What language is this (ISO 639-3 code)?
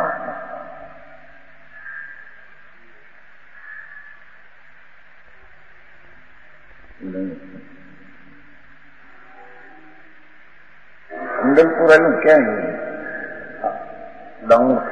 guj